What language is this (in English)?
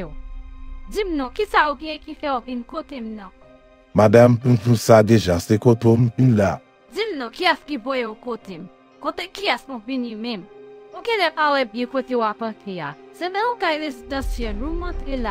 Haitian Creole